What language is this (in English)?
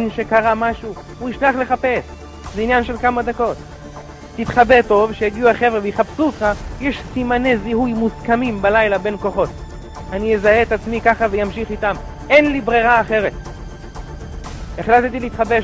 Hebrew